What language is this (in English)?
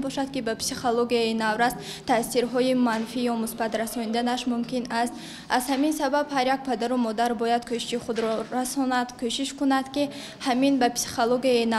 Tajik